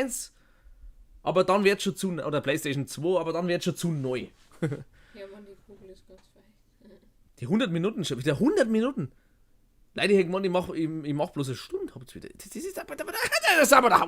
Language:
Bavarian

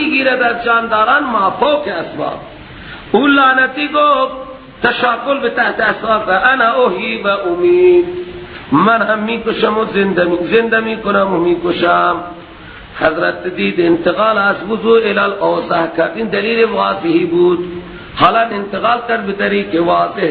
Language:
Persian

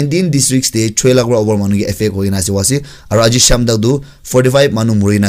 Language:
Naga Pidgin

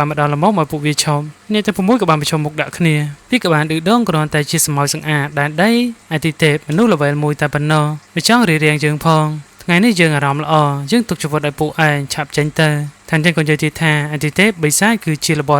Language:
Khmer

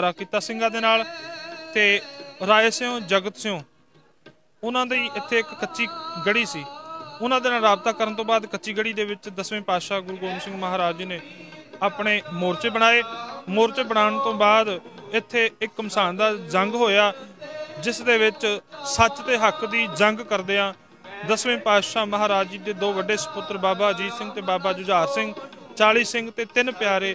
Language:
Punjabi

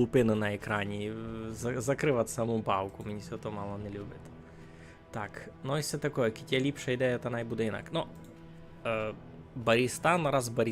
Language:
Rusyn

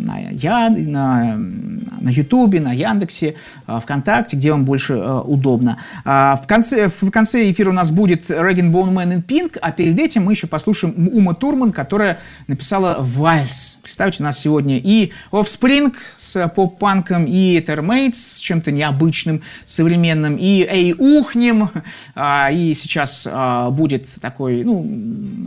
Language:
Russian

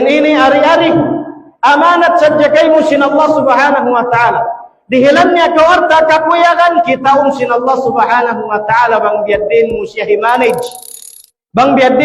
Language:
Tausug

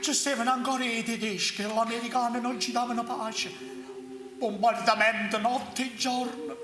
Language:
Neapolitan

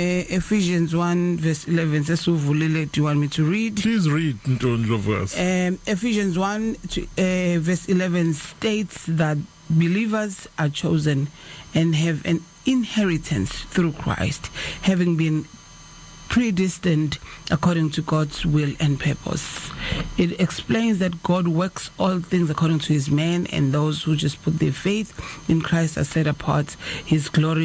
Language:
Zulu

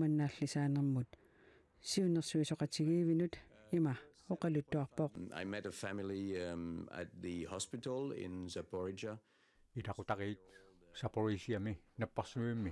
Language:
Kalaallisut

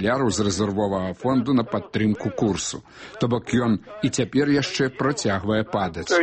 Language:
Belarusian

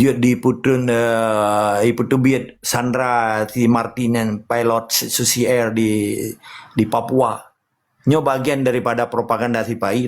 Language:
Achinese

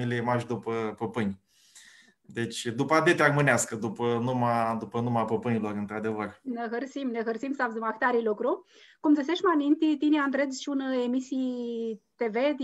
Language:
Aromanian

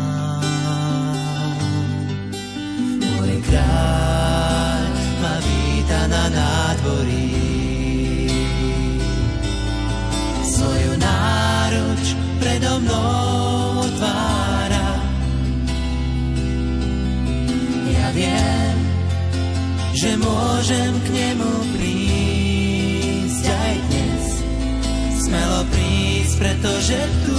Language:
Slovak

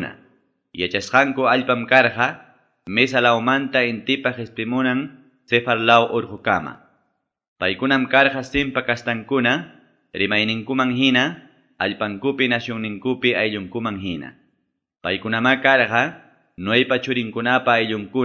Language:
Quechua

